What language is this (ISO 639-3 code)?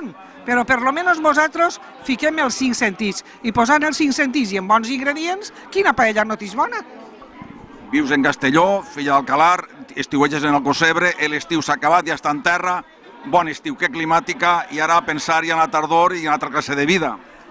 cat